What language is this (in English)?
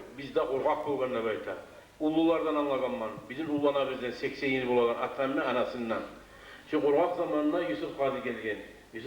Kumyk